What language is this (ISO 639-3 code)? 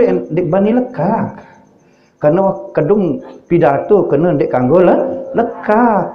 sas